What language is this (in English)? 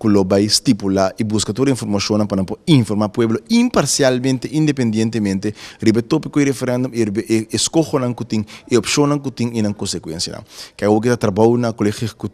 Papiamento